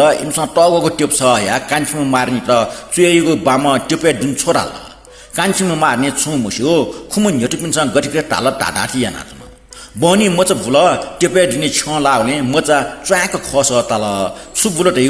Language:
Newari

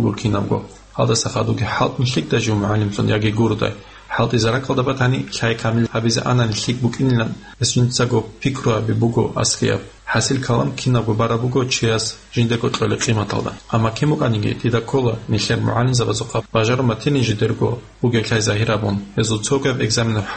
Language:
Avaric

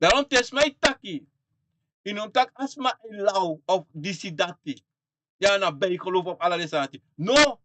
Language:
Sranan Tongo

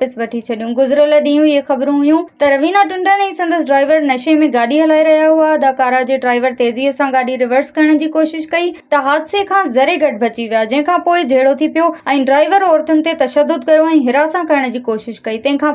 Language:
Sindhi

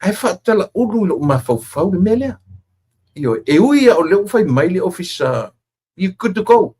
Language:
Samoan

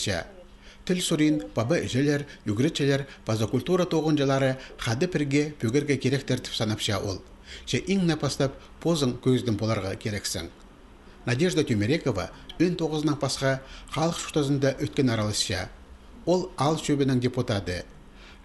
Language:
Khakas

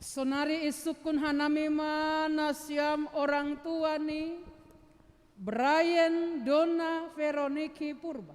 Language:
Batak Simalungun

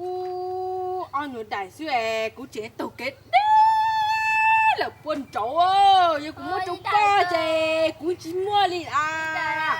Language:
Hmong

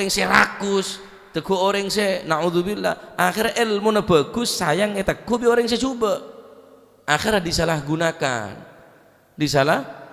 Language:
Madurese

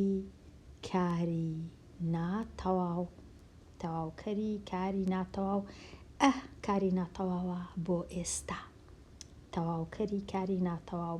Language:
Central Kurdish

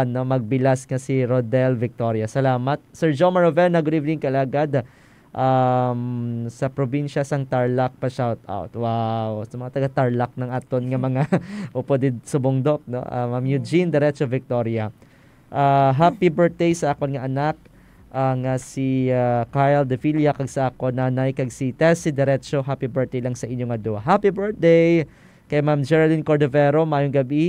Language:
Hiligaynon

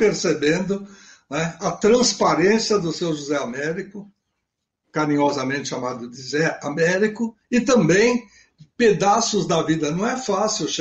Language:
Portuguese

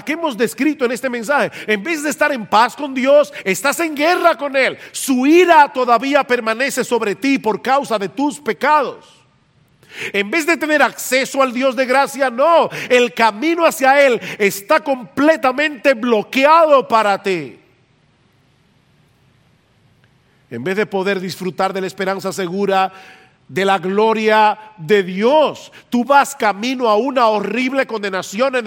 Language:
Spanish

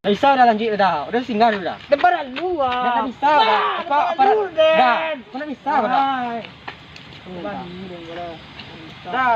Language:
Minangkabau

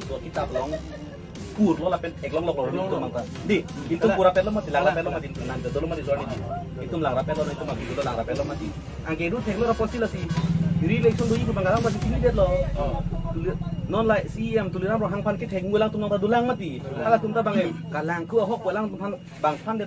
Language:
Karbi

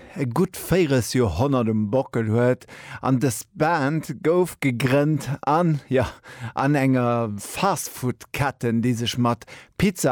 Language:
Luxembourgish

